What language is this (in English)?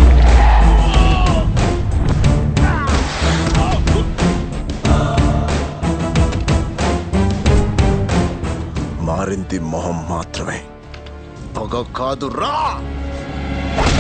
Telugu